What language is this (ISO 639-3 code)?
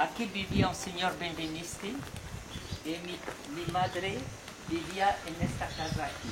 lad